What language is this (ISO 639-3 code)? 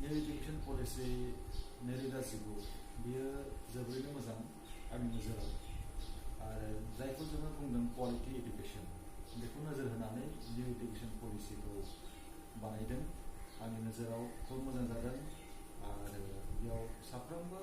brx